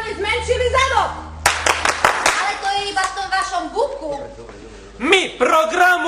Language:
Slovak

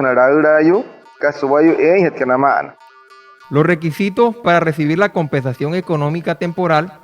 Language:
Wayuu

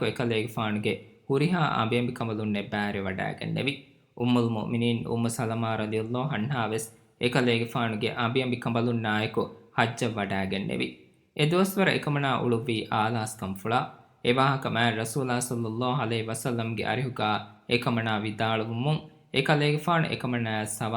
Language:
Divehi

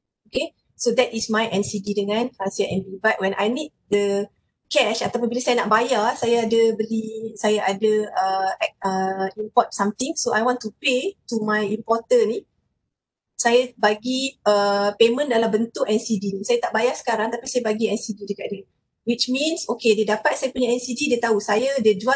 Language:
Malay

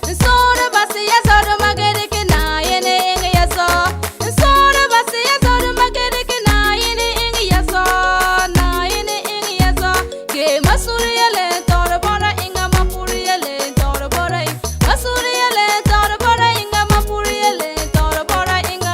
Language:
Frafra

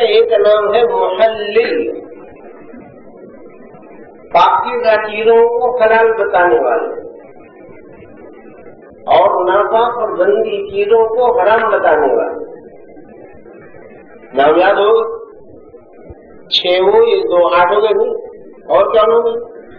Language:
Urdu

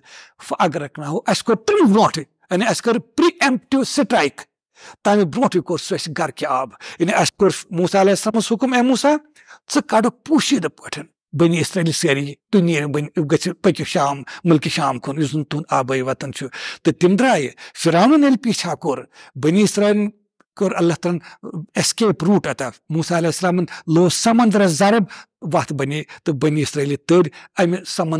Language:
Kashmiri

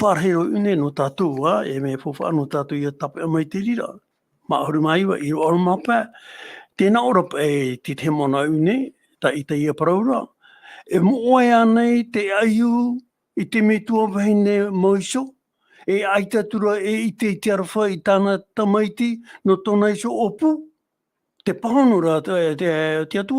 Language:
Tahitian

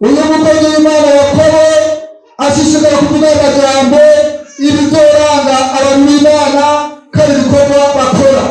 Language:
Rundi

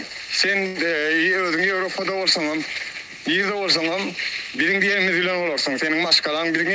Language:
Turkmen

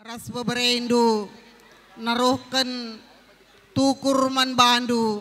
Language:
Batak Karo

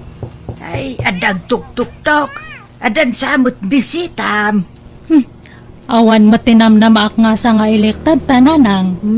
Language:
Iloko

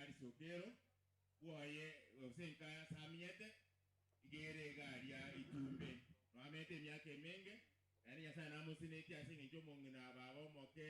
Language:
Gusii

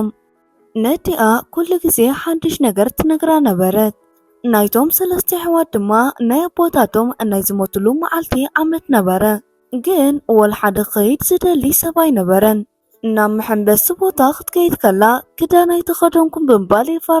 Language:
Tigrinya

